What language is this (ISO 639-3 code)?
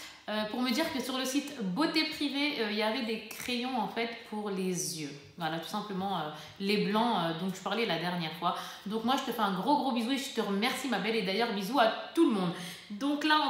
fra